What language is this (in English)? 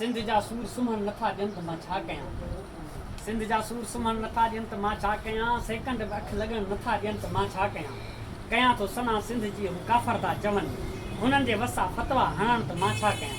Sindhi